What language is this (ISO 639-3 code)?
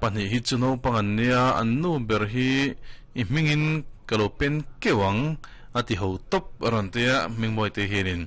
lus